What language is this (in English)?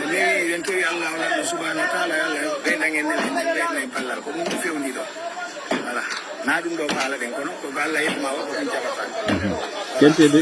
Fula